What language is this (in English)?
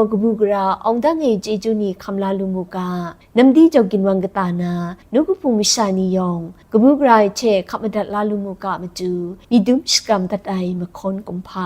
Kachin